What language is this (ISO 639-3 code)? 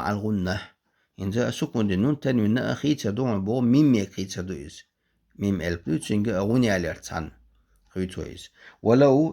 che